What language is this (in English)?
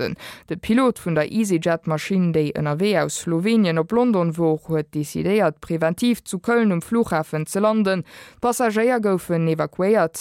Luxembourgish